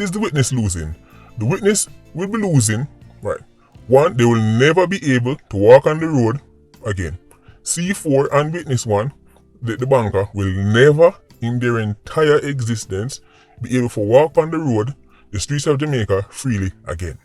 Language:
Jamaican Creole English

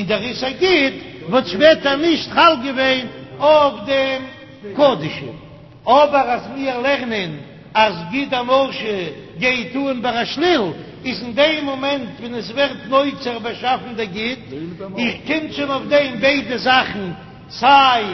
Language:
Yiddish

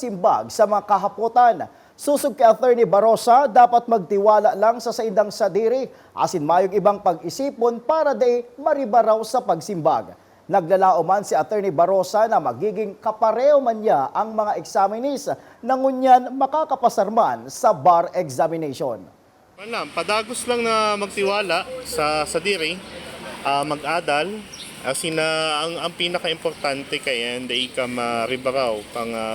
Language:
Bikol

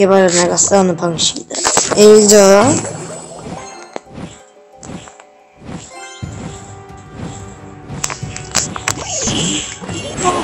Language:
Korean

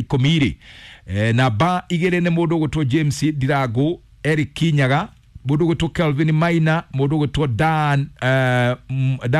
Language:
Kikuyu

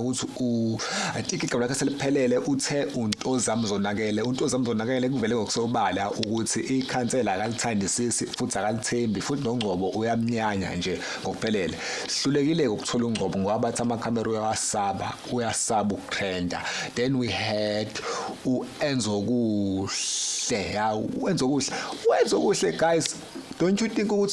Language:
Zulu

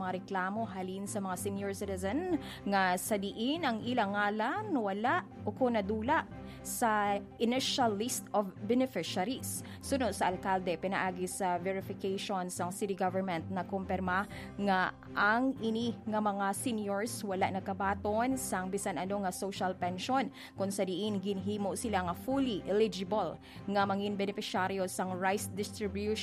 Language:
Hiligaynon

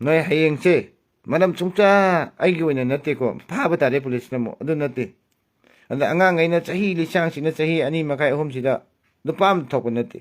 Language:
Manipuri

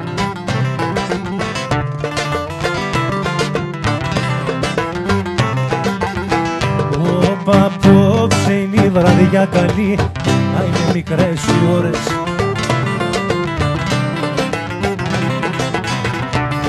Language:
Greek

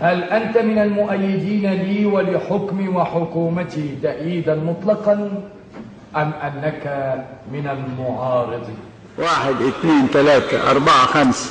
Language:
Egyptian Arabic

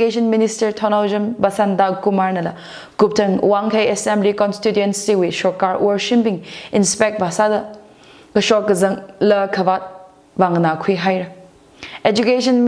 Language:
Tangkhul Naga (India)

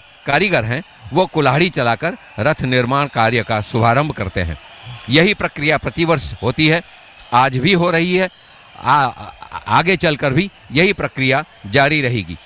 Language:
Hindi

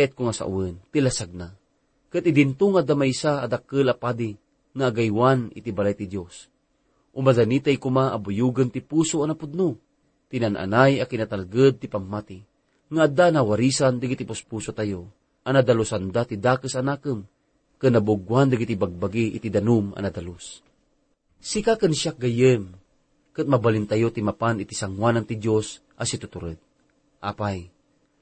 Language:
Iloko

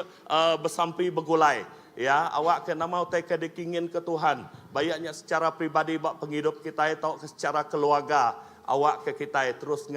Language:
Iban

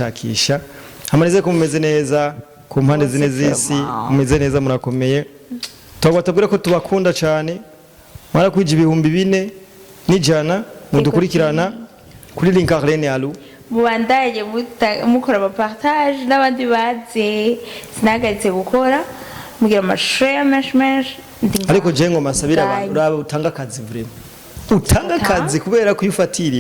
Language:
Rundi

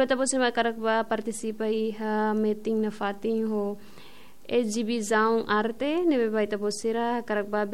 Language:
Tetum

